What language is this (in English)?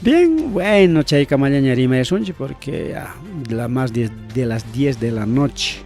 Ayacucho Quechua